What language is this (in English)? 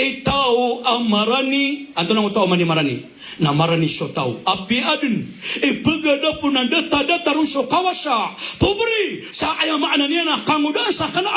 Maranao